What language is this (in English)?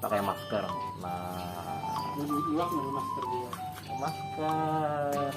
Banjar